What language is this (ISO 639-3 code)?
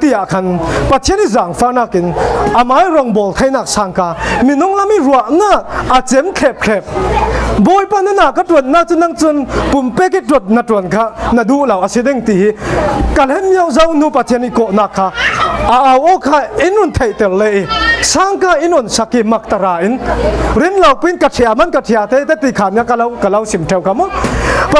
cfm